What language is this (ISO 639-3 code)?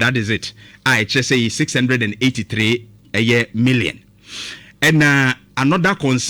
aka